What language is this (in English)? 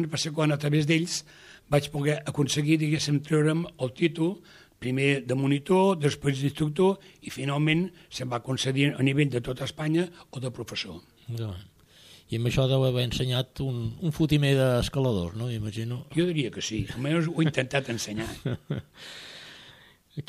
Catalan